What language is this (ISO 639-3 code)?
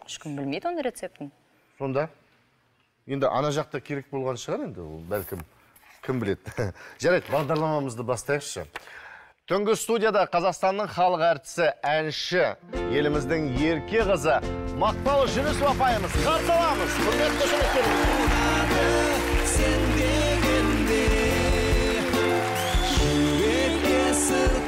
kaz